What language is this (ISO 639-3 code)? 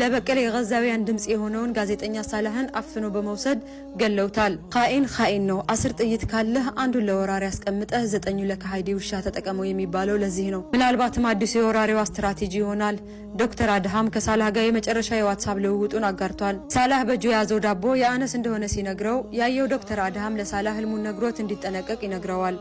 amh